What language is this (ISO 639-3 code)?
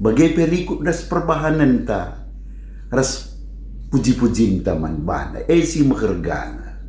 btx